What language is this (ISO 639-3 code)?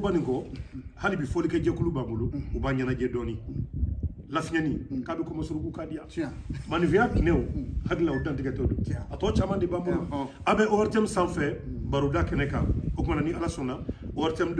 bam